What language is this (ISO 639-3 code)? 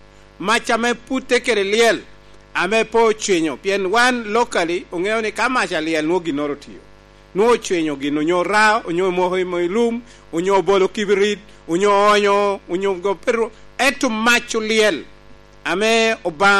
laj